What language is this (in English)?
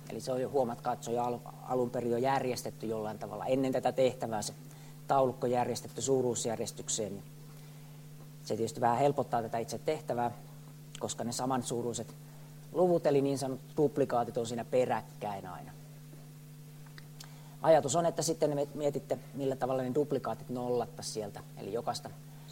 Finnish